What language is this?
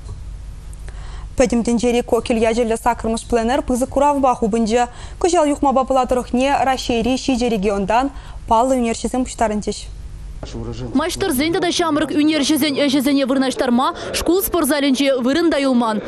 Chuvash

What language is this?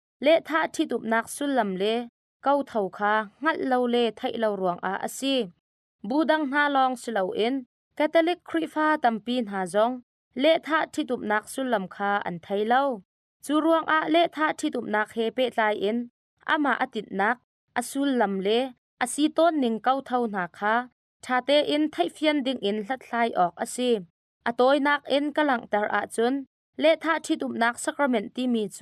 Hakha Chin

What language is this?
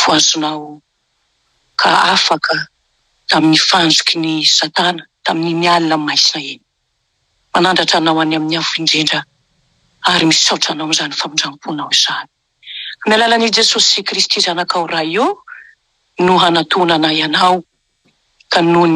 Malagasy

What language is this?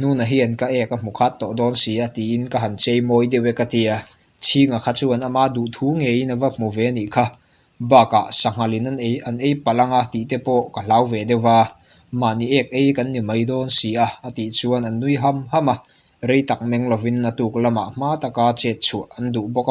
Mizo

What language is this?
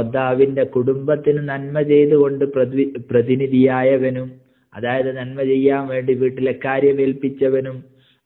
Malayalam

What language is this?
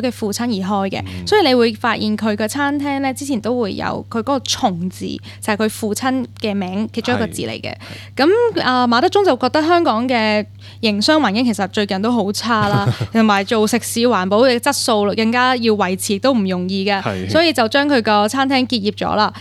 Cantonese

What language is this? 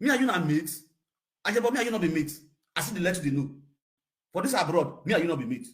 Nigerian Pidgin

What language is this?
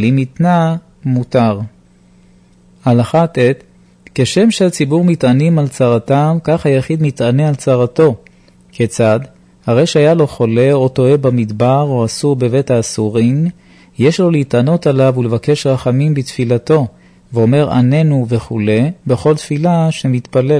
Hebrew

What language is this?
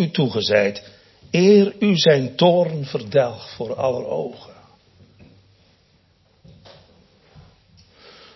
Dutch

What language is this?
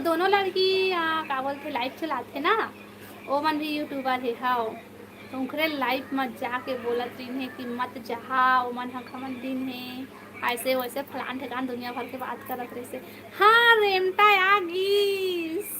Chhattisgarhi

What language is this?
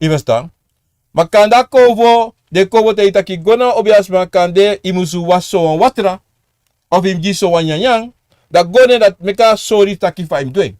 Sranan Tongo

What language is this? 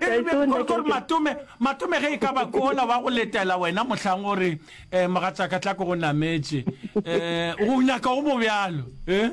Northern Sotho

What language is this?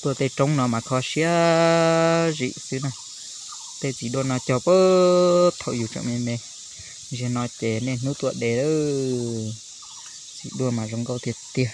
Hmong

